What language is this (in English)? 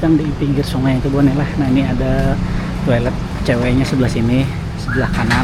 Banjar